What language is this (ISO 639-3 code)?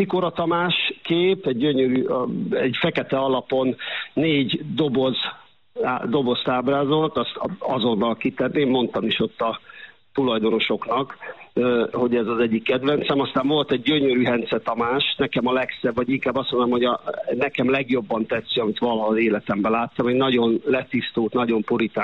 hun